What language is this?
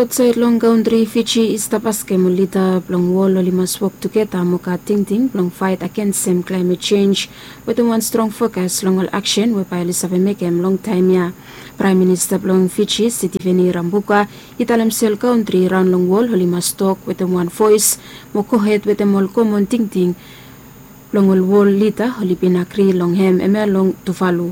Bislama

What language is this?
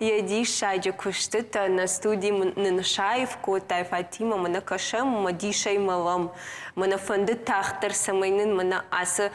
Ossetic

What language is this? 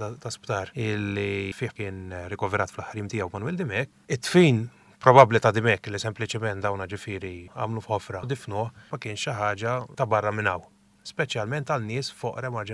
Maltese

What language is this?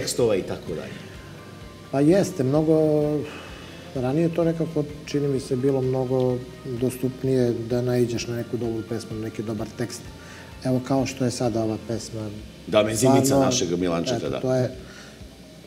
Serbian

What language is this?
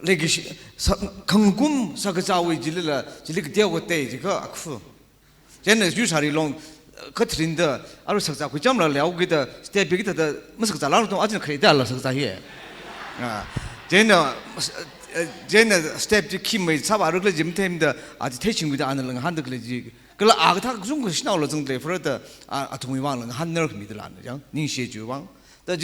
Tangkhul Naga (India)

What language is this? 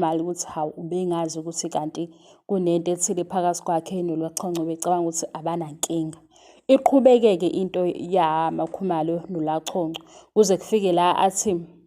Zulu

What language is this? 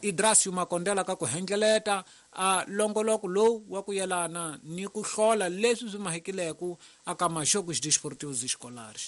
Tsonga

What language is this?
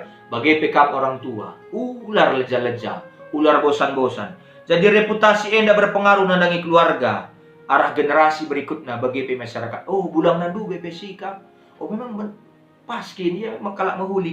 Batak Karo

